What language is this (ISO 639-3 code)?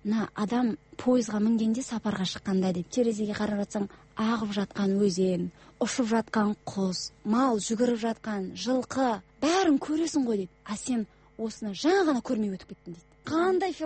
kaz